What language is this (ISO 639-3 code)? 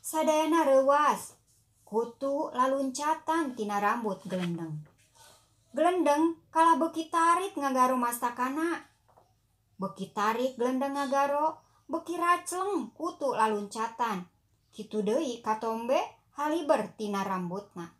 sun